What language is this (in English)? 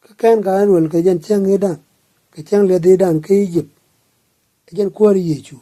Nuer